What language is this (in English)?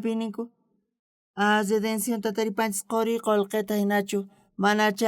South Bolivian Quechua